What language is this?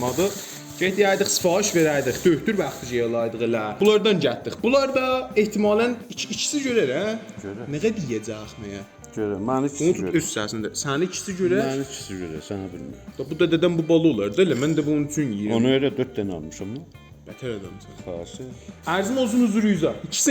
South Azerbaijani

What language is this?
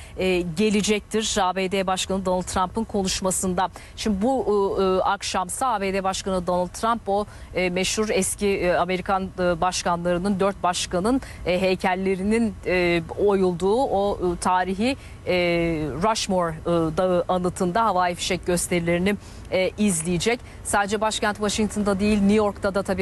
Turkish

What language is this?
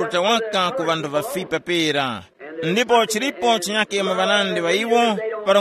Tumbuka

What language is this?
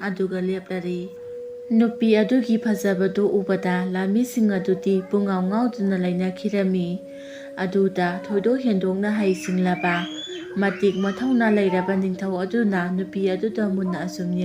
Manipuri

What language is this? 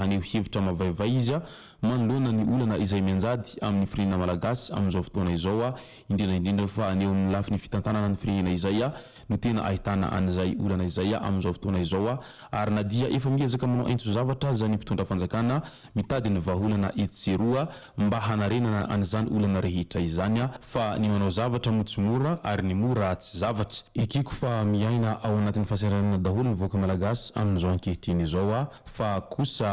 Malagasy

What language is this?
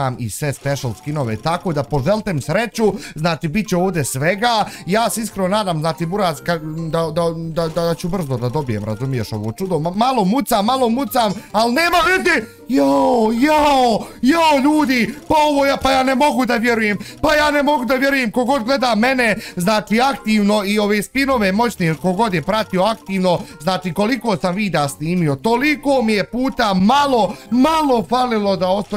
Bosnian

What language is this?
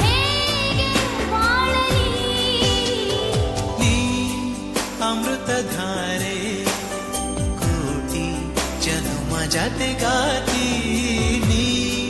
Kannada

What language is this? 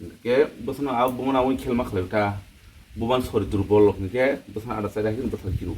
Kok Borok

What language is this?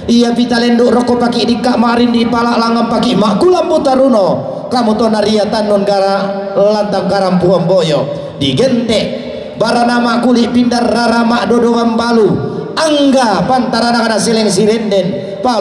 Toraja-Sa'dan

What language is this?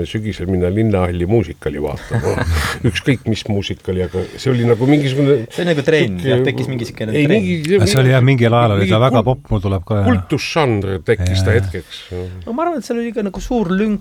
Estonian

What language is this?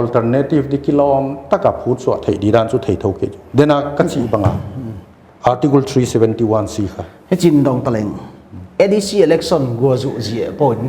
Paite Chin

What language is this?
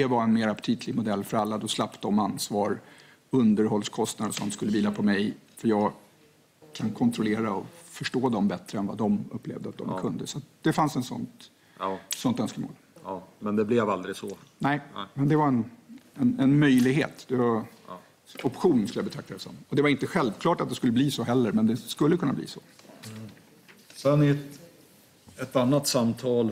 Swedish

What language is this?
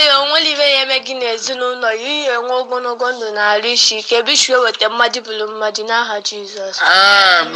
Igbo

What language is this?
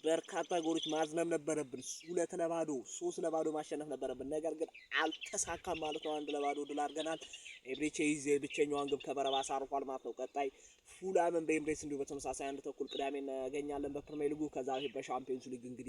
Amharic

